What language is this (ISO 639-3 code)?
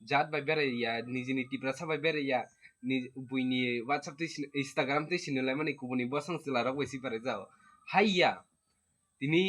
trp